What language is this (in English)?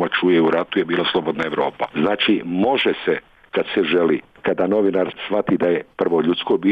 Bosnian